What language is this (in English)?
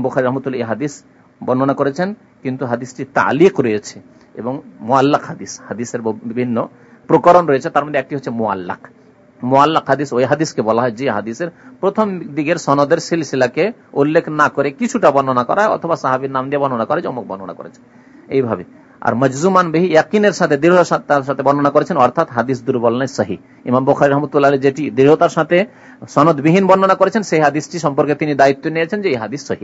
Bangla